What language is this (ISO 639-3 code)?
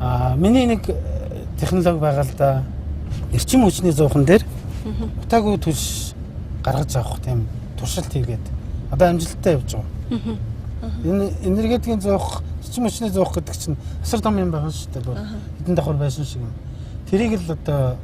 mon